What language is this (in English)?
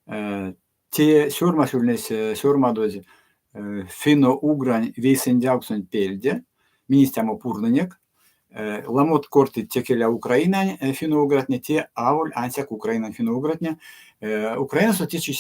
Erzya